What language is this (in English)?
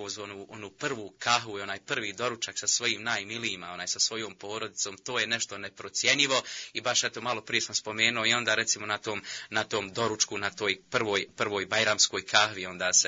Bosnian